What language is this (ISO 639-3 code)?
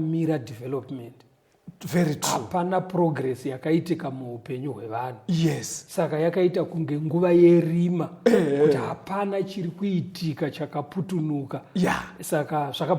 sna